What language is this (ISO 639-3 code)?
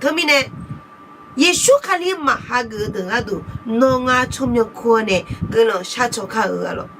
ahk